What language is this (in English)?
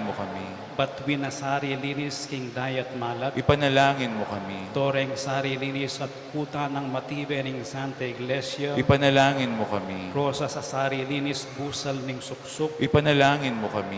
Pampanga